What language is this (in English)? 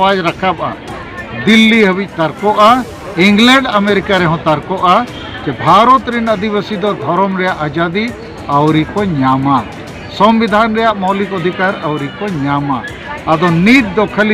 Santali